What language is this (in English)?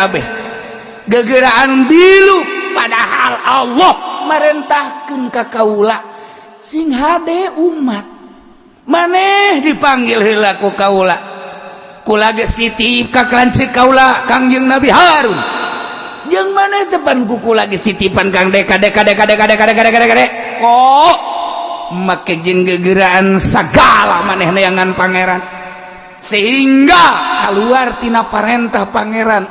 Sundanese